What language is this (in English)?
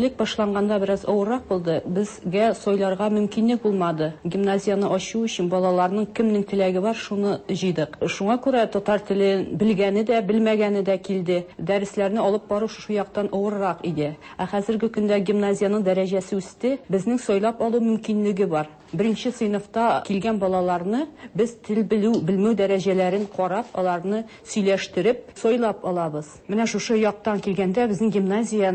Tatar